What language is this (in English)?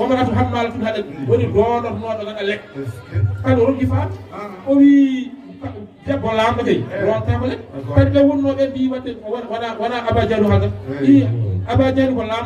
Fula